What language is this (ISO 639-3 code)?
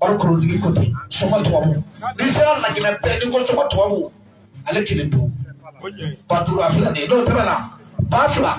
bam